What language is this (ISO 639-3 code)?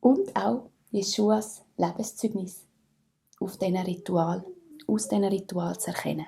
gsw